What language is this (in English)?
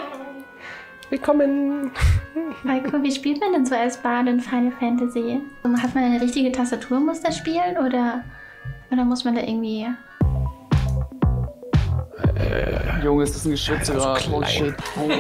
German